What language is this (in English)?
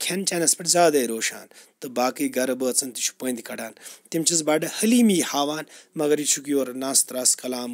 Kashmiri